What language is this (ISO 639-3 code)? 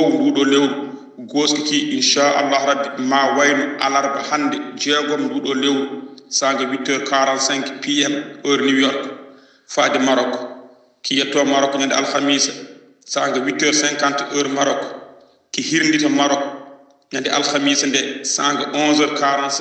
ful